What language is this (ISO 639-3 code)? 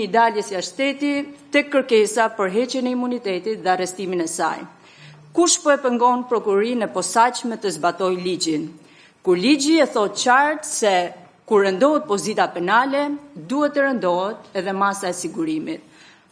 sqi